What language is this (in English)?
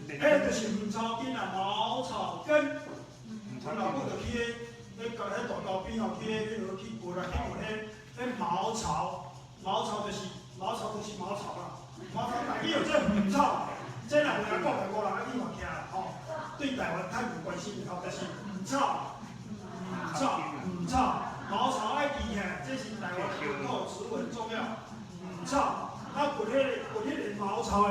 Min Nan Chinese